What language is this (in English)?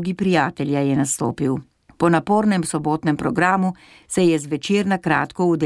Slovenian